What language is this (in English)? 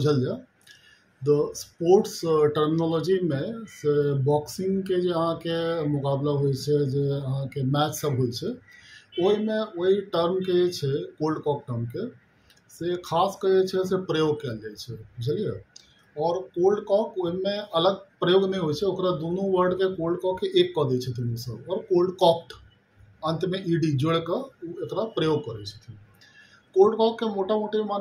Maithili